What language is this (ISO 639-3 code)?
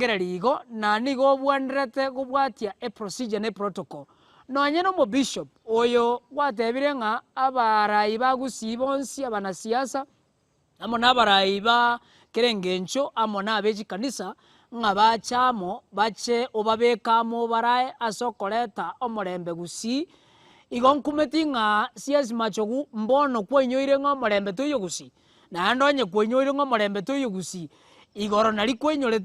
guz